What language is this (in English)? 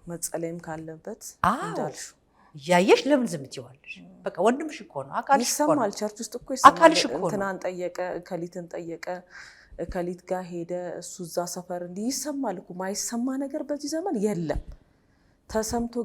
Amharic